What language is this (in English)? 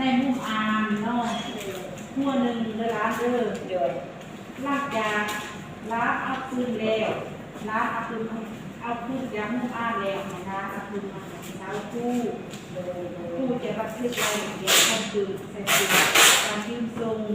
Lao